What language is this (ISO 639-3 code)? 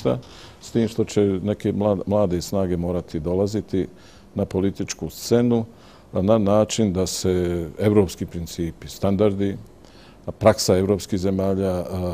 bos